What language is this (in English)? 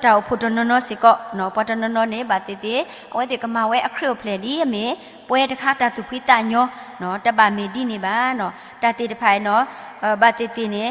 S'gaw Karen